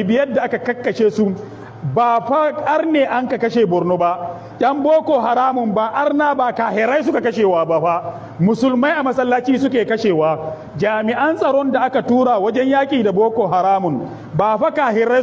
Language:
Hausa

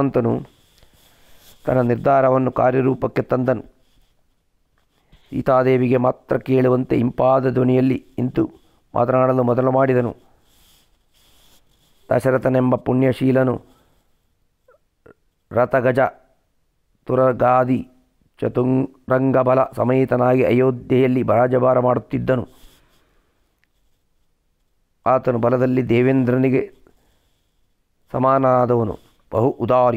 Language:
Kannada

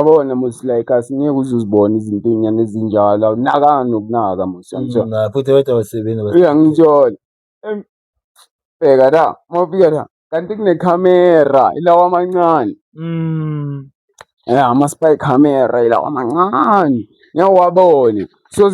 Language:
Zulu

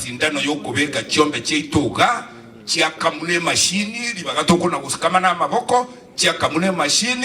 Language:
Gusii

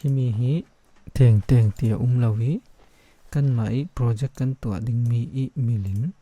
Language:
Falam Chin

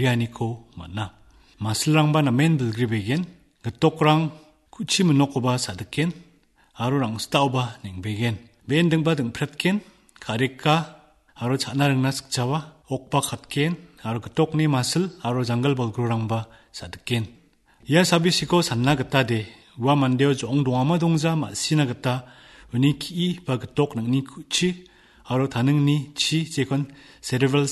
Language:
Garo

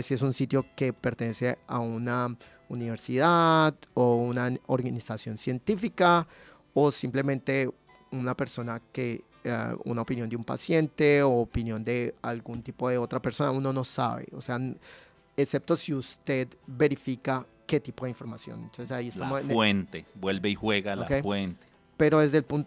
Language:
Spanish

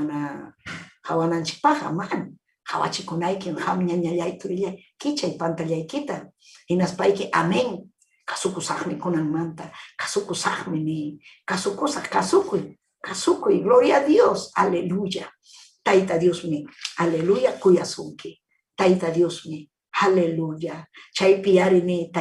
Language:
Ayacucho Quechua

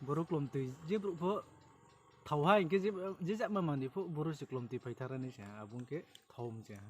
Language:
Riang (India)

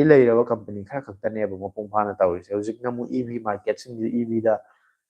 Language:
Manipuri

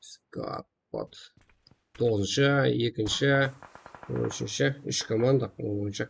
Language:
Kara-Kalpak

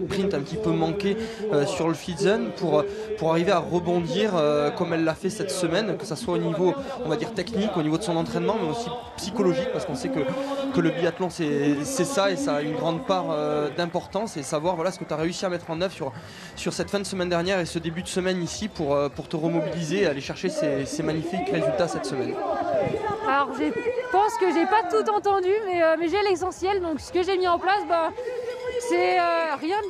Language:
French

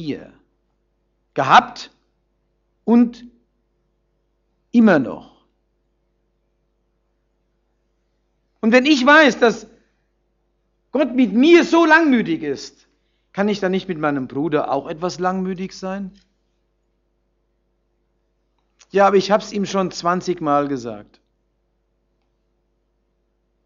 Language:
German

